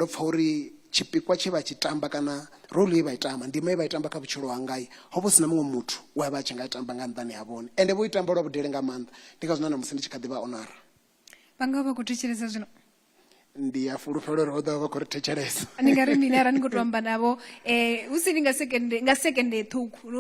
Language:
Venda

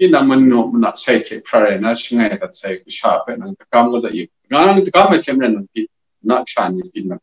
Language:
Kachin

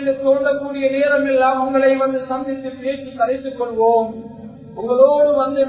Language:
Tamil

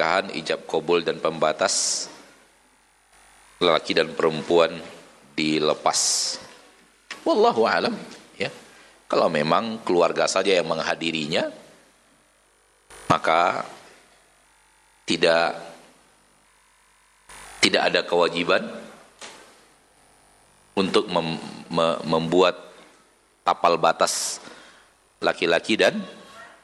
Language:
Indonesian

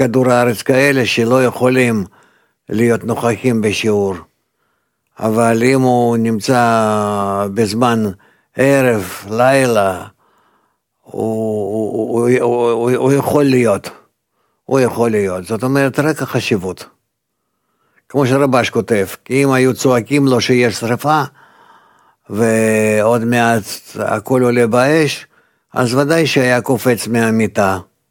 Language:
Hebrew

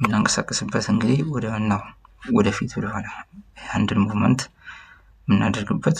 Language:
Amharic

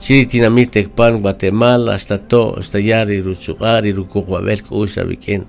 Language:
Kaqchikel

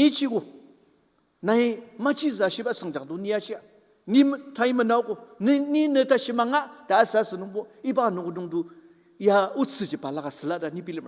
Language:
Ao Naga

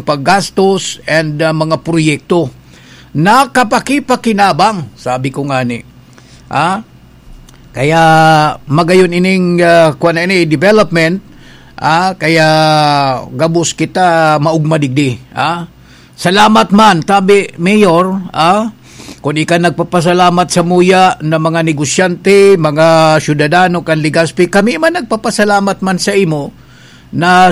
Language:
Bikol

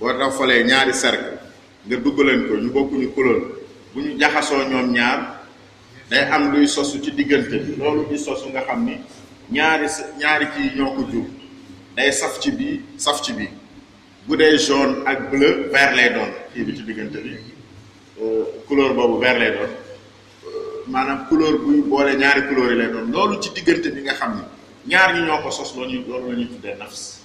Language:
Wolof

